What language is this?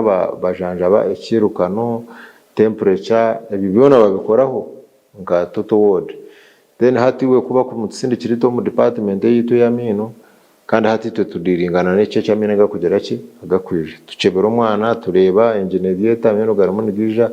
Nyankole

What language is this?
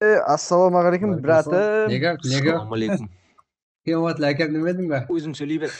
Kara-Kalpak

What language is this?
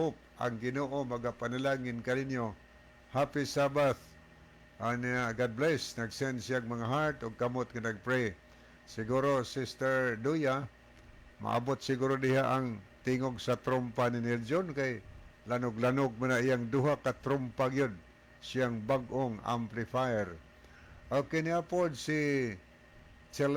Cebuano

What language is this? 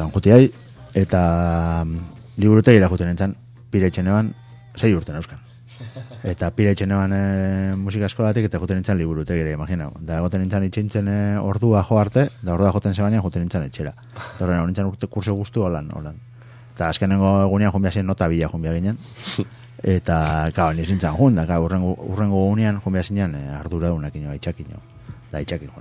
Basque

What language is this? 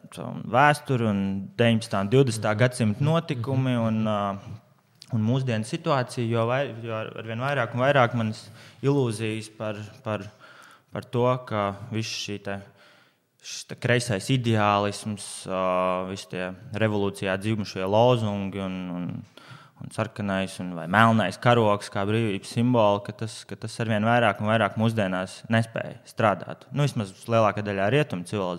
Latvian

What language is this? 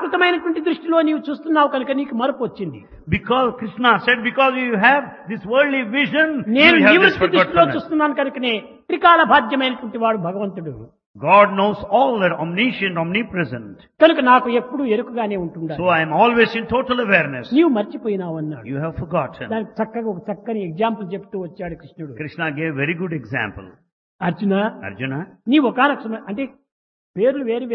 Telugu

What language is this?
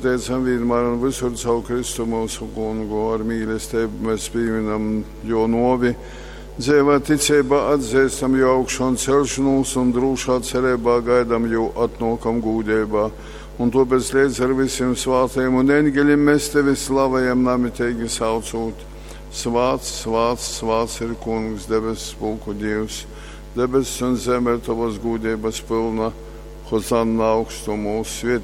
Latgalian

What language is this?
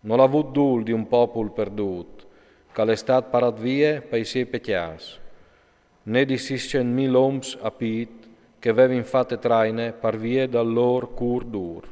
Friulian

